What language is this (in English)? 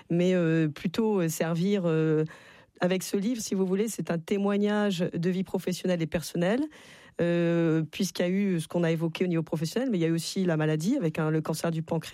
French